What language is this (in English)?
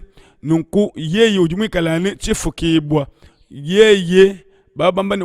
Luba-Lulua